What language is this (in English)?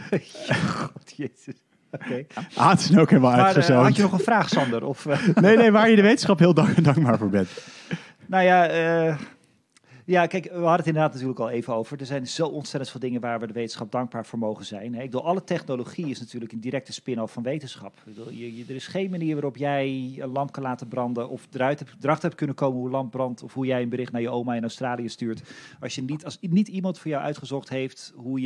Dutch